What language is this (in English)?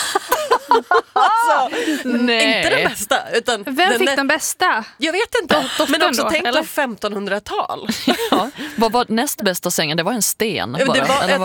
Swedish